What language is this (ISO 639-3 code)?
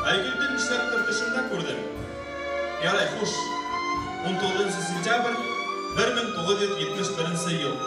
bak